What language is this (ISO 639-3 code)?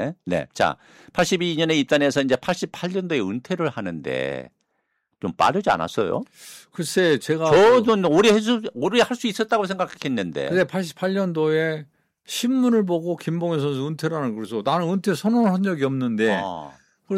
kor